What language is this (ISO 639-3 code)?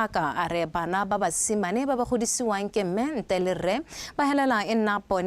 tsn